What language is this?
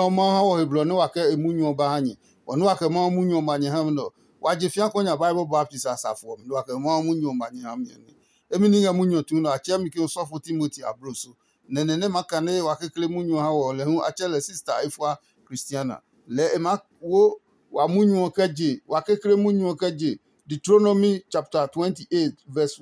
Adangme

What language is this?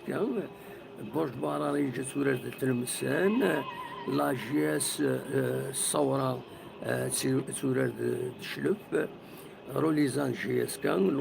Kabyle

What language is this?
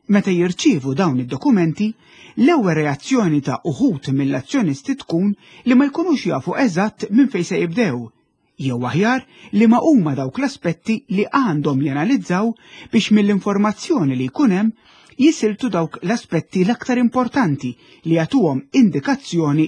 Maltese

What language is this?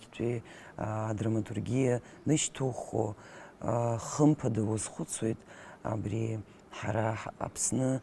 Abkhazian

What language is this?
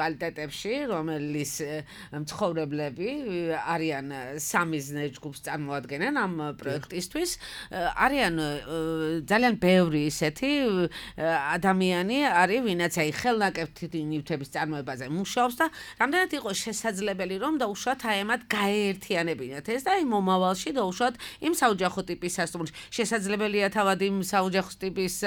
Georgian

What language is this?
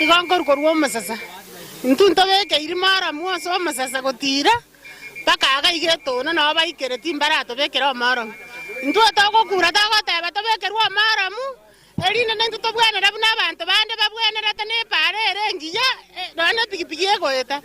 Gusii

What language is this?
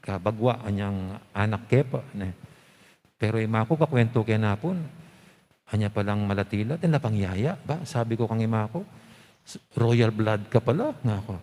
Pampanga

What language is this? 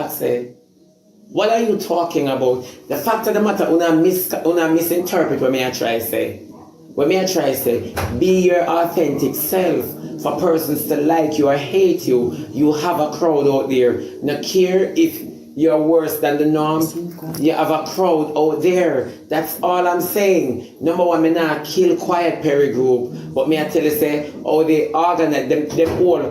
Jamaican Creole English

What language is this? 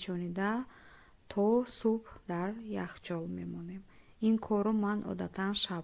Tajik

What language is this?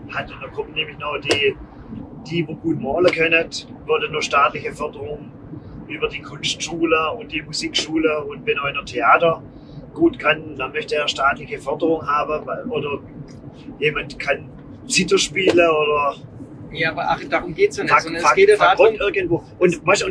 German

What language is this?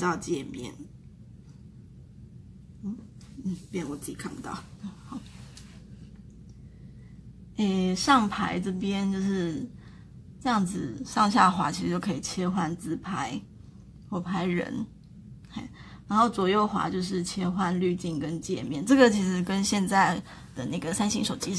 Chinese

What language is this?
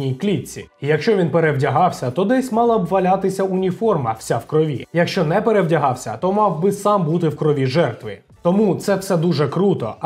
Ukrainian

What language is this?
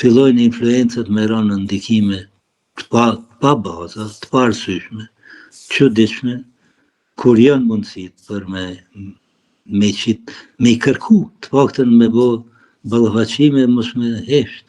Albanian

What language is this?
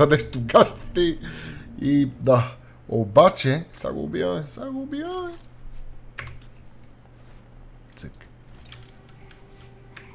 Bulgarian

